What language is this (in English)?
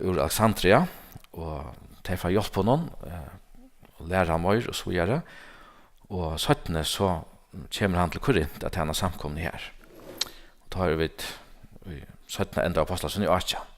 Faroese